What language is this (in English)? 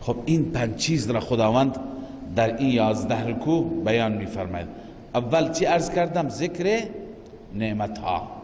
Persian